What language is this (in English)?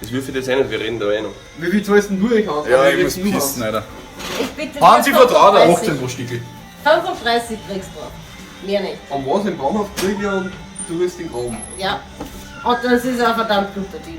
Bavarian